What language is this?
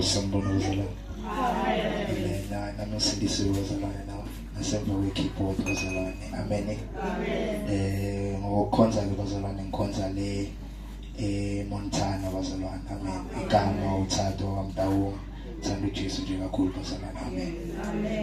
Zulu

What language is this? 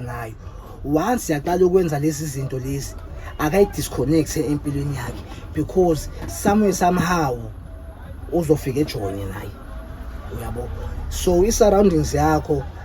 Zulu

